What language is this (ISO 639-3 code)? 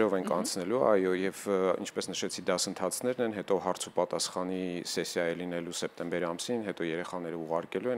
hye